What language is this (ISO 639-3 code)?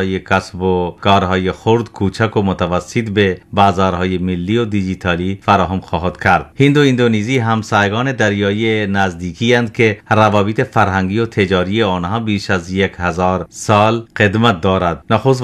fas